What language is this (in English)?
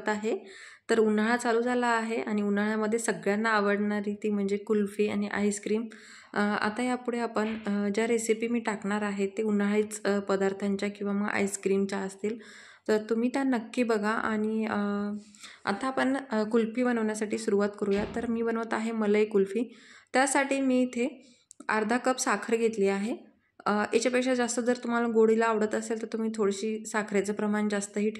Marathi